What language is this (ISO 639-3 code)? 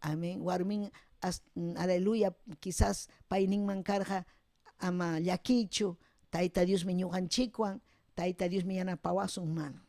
quy